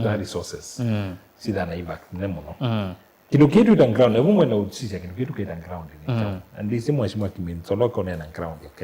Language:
Kamba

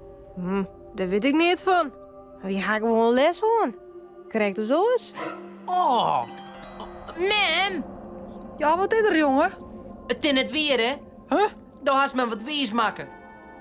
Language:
Western Frisian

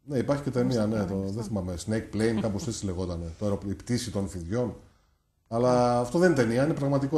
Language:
Greek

